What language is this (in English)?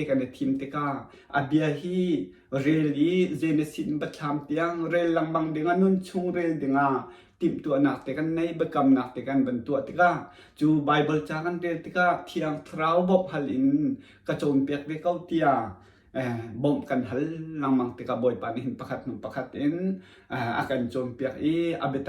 Hakha Chin